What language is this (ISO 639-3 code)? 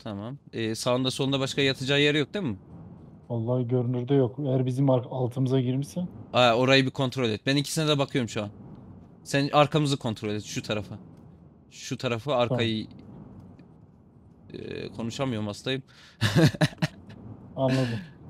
tur